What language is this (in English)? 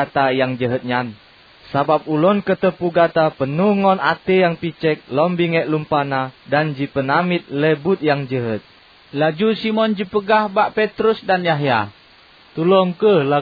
Achinese